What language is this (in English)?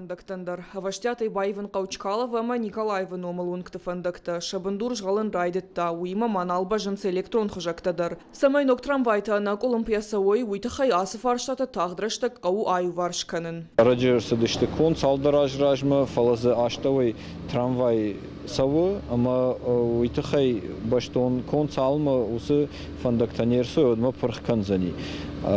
Ossetic